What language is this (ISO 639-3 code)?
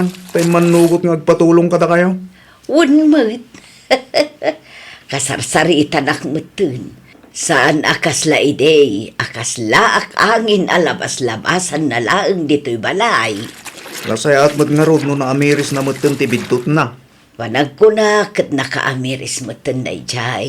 ilo